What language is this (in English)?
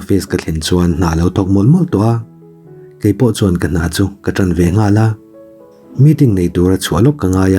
Mizo